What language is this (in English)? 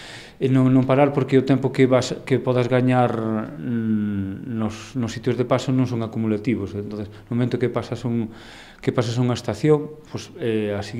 Galician